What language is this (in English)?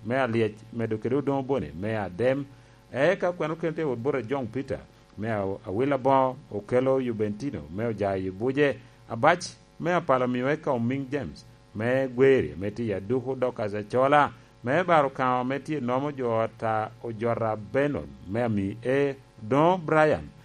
Lango (Uganda)